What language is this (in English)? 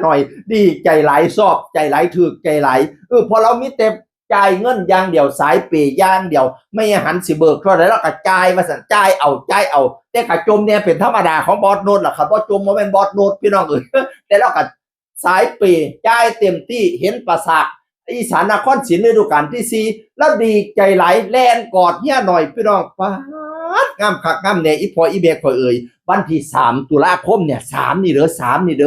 Northeastern Thai